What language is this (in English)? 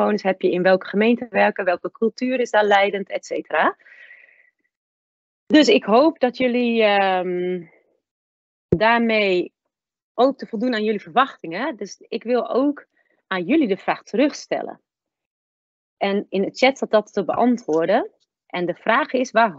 Dutch